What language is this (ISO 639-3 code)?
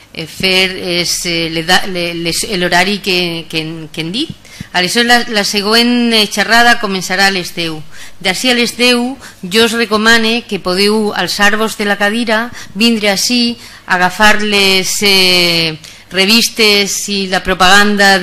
cat